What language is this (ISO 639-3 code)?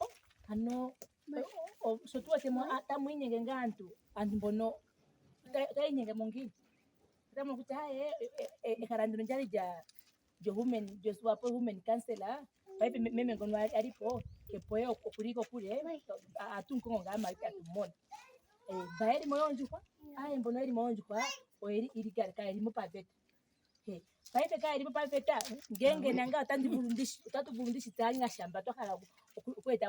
ndo